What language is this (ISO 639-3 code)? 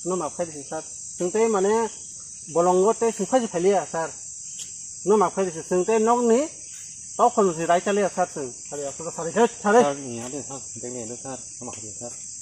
trp